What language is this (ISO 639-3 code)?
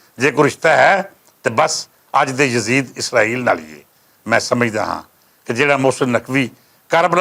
lah